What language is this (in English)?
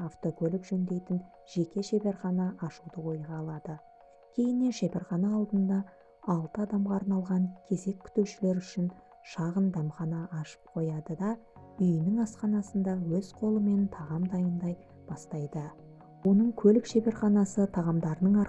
Kazakh